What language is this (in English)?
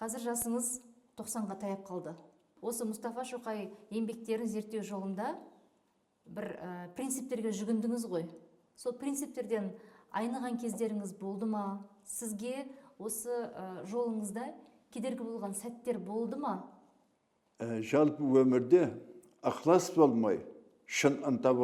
Kazakh